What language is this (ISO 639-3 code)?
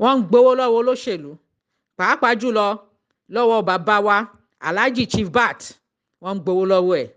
yor